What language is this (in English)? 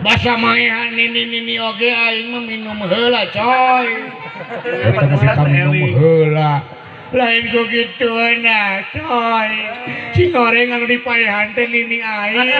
Sundanese